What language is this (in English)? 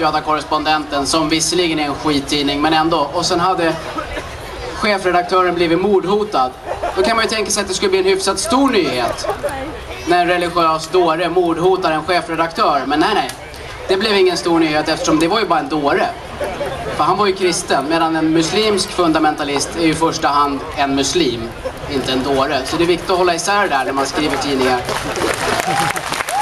Swedish